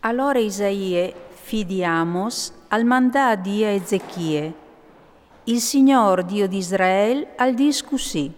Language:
Friulian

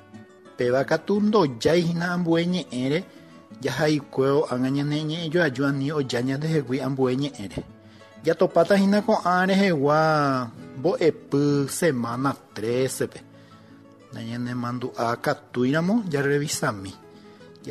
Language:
Guarani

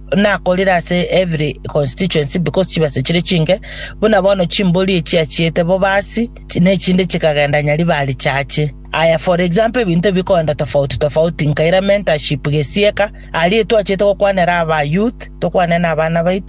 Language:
Gusii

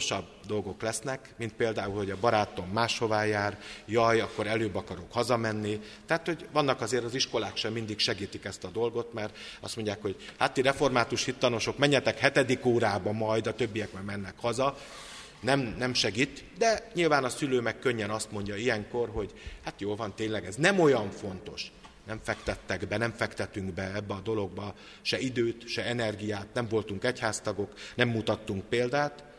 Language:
Hungarian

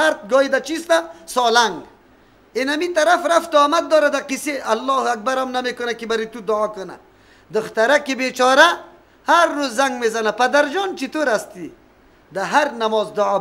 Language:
Persian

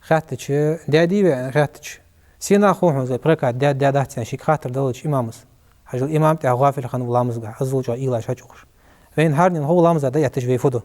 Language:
Ingush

